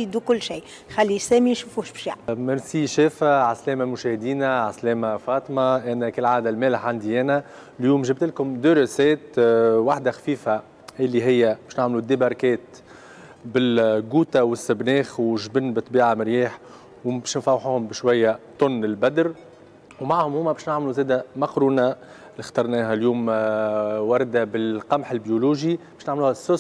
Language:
Tunisian Arabic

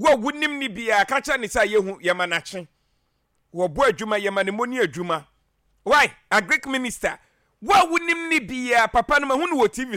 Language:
Akan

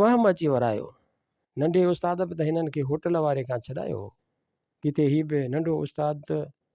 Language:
Sindhi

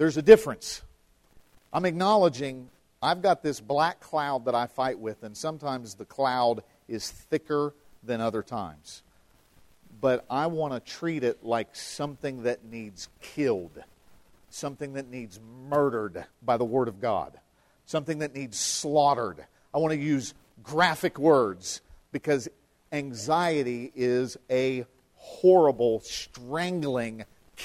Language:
English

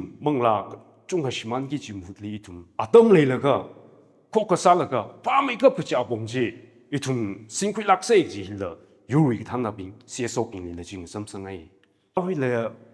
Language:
Tangkhul Naga (India)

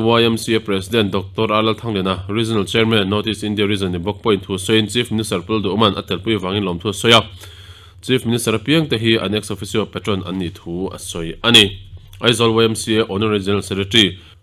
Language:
Mizo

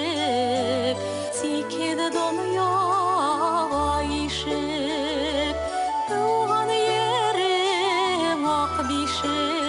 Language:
Bashkir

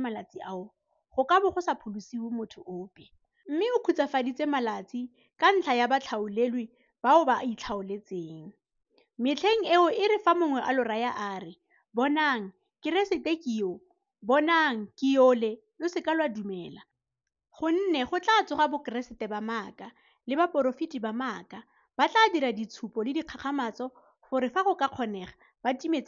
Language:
Tswana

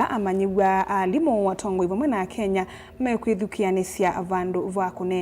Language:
Kamba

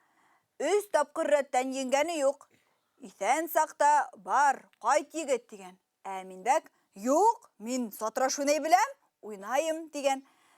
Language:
Bashkir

